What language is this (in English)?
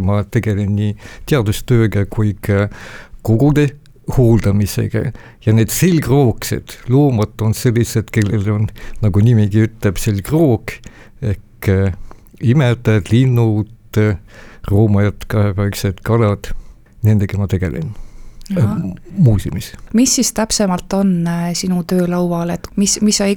Estonian